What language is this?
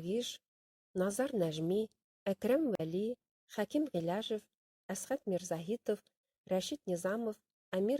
Bashkir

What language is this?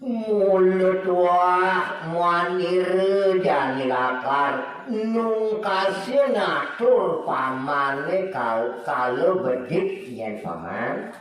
Balinese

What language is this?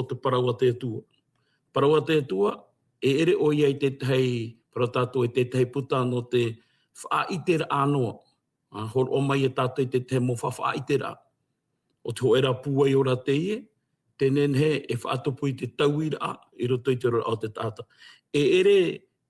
Tahitian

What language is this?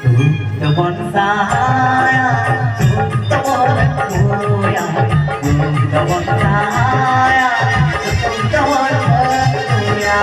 Santali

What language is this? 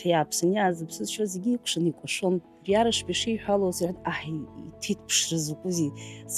Abkhazian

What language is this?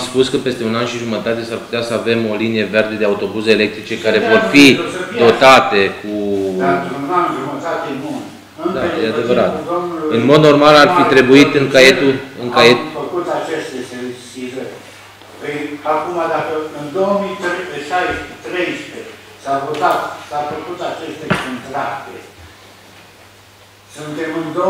Romanian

